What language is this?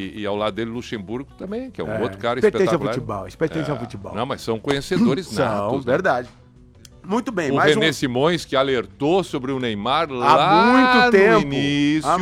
Portuguese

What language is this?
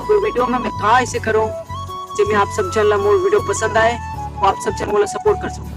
Chhattisgarhi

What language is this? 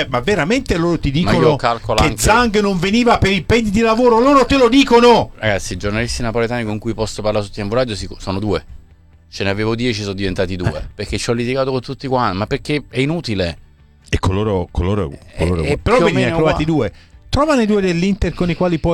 Italian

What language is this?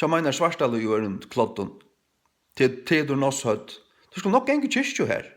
Faroese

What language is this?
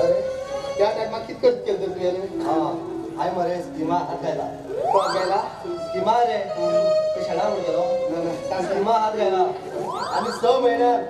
Konkani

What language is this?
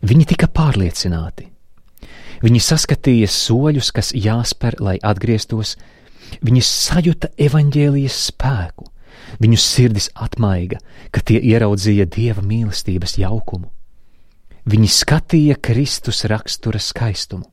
Latvian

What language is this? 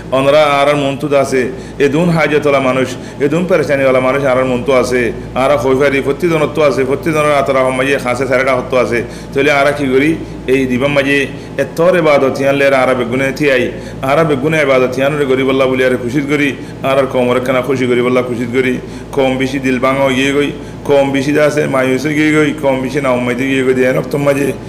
Rohingya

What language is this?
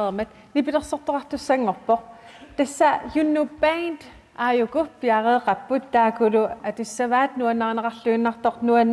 Kalaallisut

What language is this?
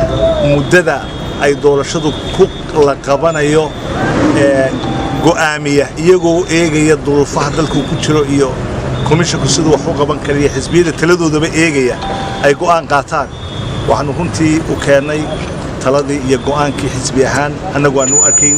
Somali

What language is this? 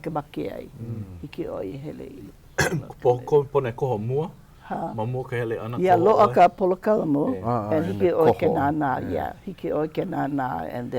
Hawaiian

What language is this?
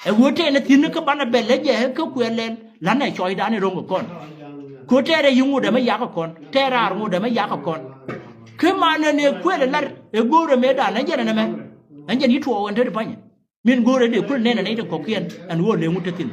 Nuer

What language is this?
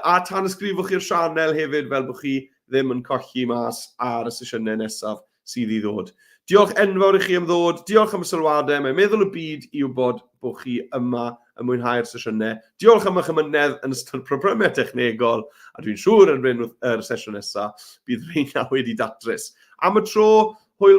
Welsh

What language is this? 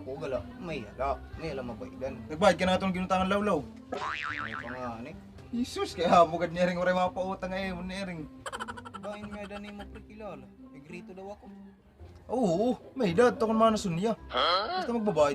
Waray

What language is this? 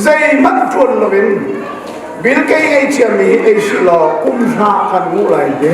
Hakha Chin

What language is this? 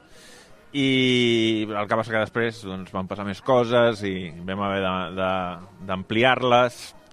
Catalan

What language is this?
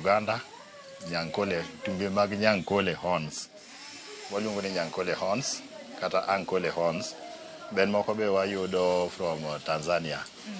Luo (Kenya and Tanzania)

